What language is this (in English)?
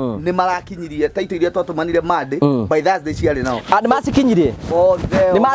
Kikuyu